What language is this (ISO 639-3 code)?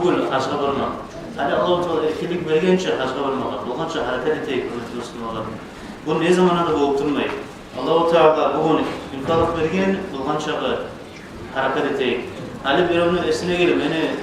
kum